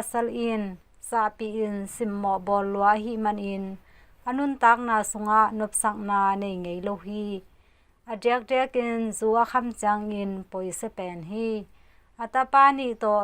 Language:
Tedim Chin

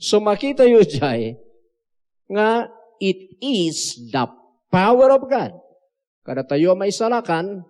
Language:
Iloko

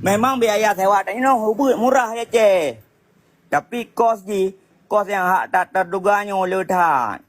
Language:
Achinese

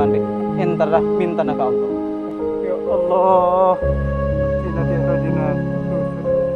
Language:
Madurese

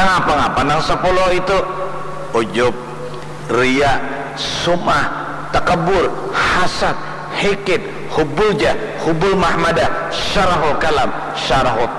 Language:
Banjar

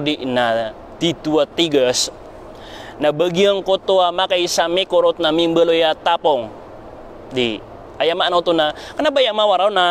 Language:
Maranao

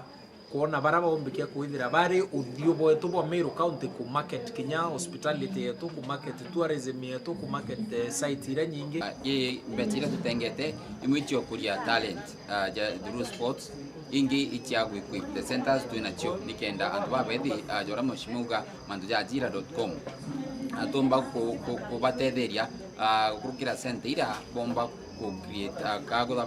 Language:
Meru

